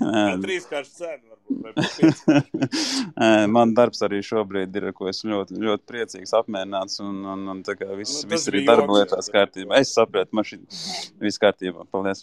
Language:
Latvian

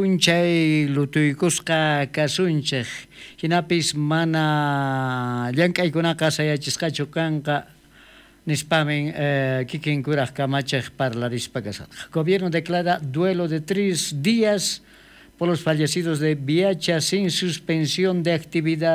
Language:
South Bolivian Quechua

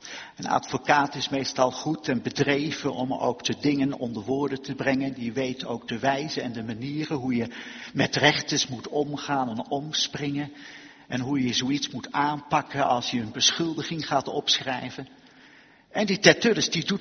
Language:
Dutch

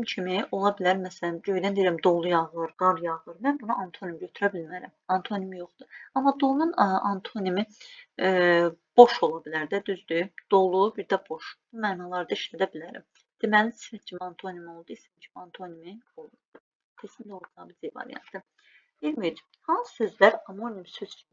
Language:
Azerbaijani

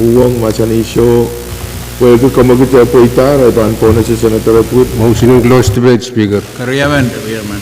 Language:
Pohnpeian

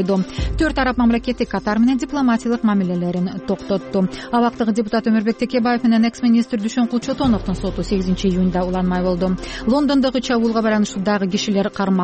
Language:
Kyrgyz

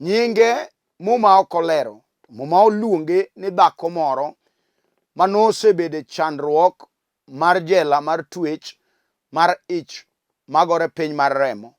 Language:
Luo (Kenya and Tanzania)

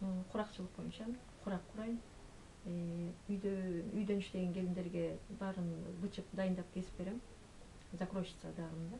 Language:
Kyrgyz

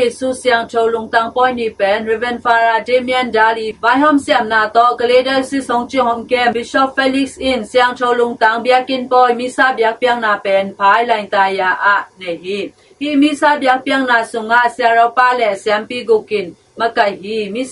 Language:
Tedim Chin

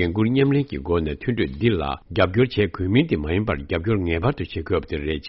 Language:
Tibetan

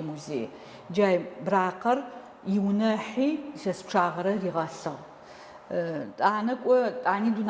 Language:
Adyghe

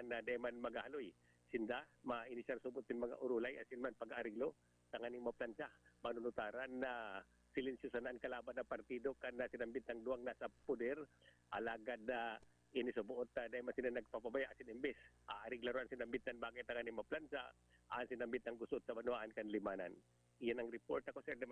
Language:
Bikol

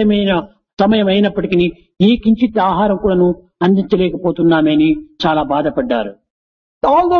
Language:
Telugu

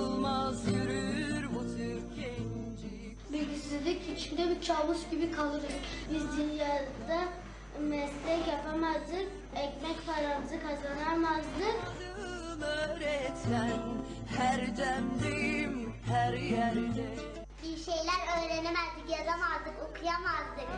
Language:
Turkish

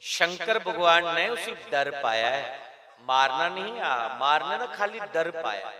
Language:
Dogri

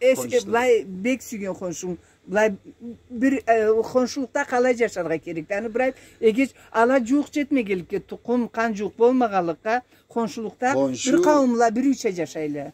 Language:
Karachay-Balkar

